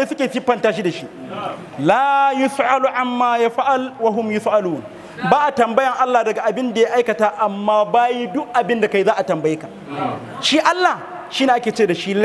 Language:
Hausa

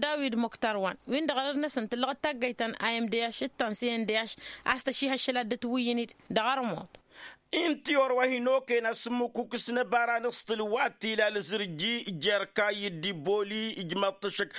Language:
Tamasheq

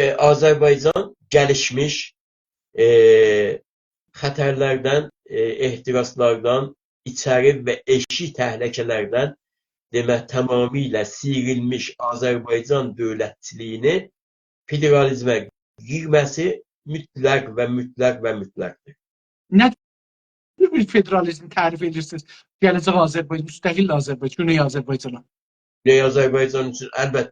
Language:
South Azerbaijani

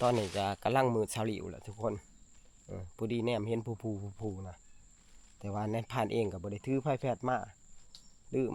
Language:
Northeastern Thai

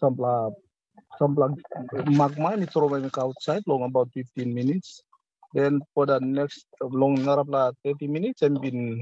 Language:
Tok Pisin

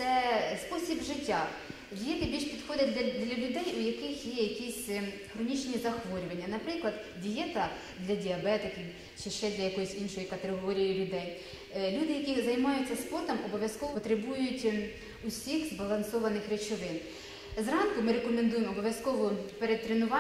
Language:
Ukrainian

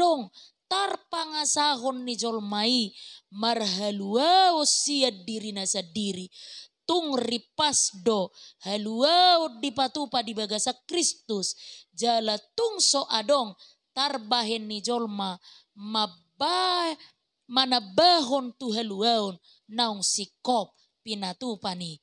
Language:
Batak Toba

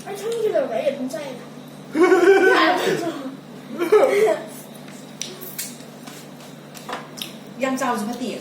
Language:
Manipuri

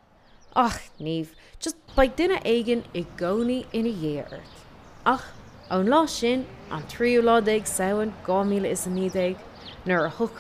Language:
Irish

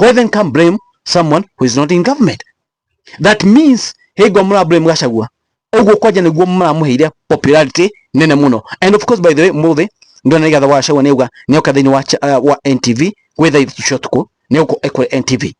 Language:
Kikuyu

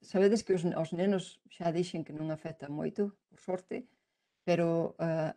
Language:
Galician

